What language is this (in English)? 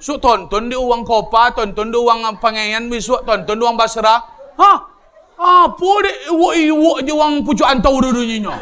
Minangkabau